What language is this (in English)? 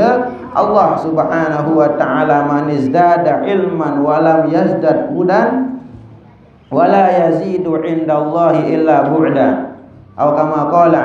Sasak